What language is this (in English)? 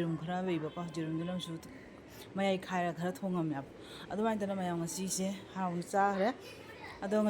Manipuri